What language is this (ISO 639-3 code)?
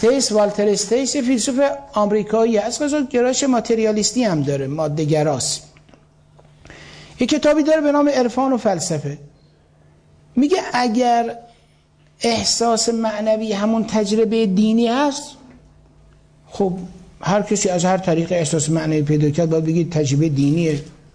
fas